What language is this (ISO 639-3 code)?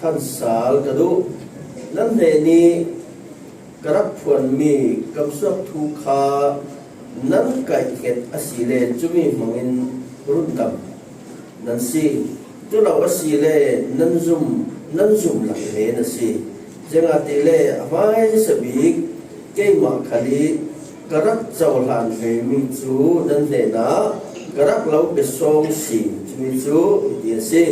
cfm